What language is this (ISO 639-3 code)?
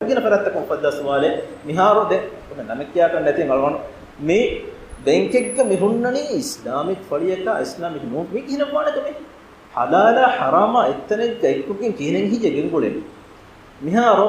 div